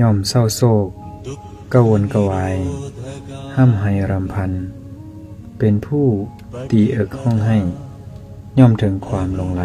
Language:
Lao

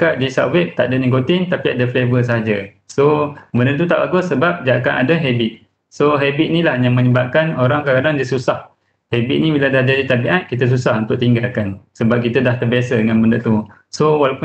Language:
Malay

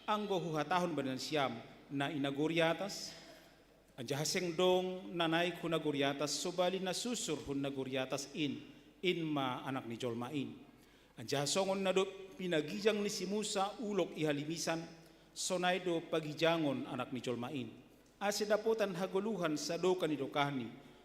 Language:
Batak Simalungun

